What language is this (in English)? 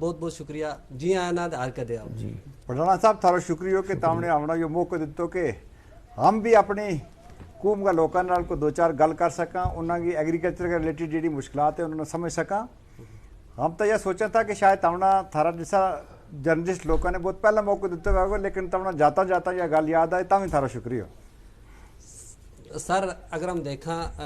Gujari